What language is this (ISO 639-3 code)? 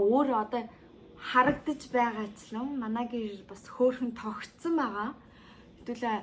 mon